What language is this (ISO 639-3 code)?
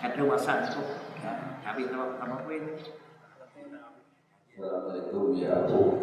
ace